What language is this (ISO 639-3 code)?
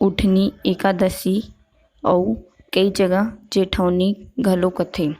hne